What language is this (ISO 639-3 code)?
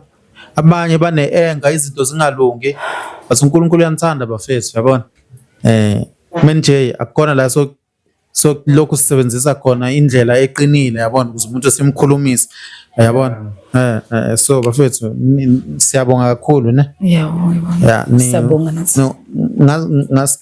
zul